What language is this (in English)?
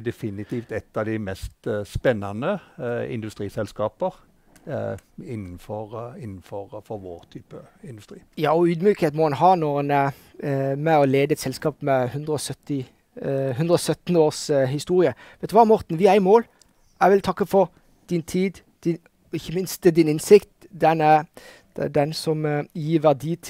Norwegian